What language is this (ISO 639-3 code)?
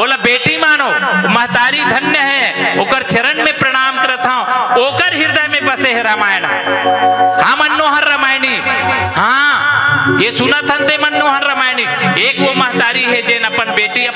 hne